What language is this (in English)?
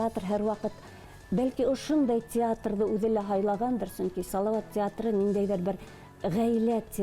Bashkir